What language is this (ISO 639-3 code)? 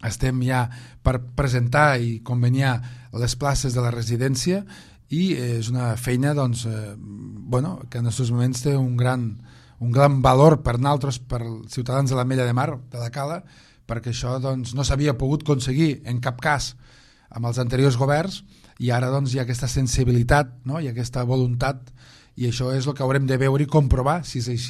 cat